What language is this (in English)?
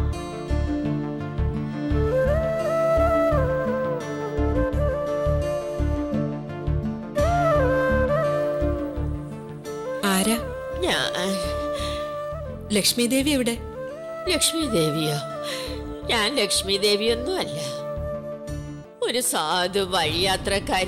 Malayalam